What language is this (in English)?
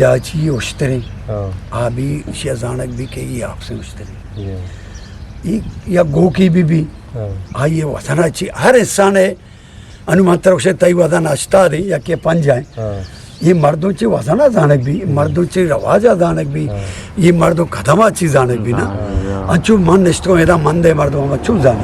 Eastern Balochi